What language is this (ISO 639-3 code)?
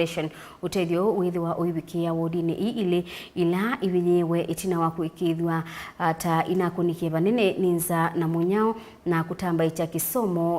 kam